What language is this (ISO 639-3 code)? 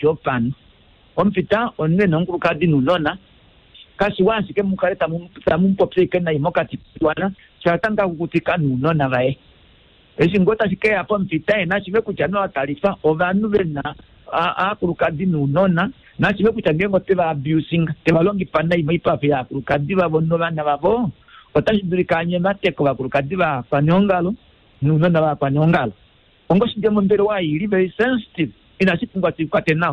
kua